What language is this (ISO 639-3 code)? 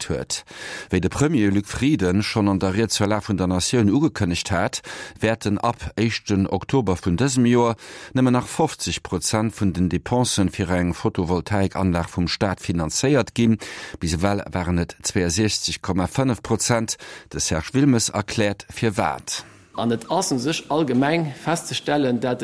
ltz